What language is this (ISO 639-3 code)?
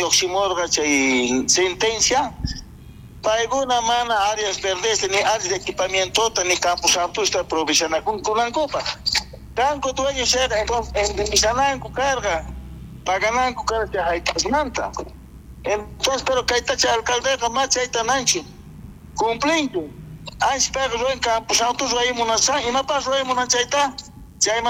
quh